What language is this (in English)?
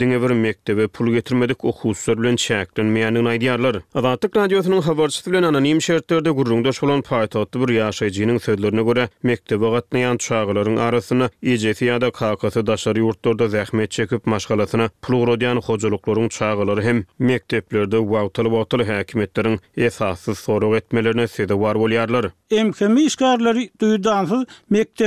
Turkmen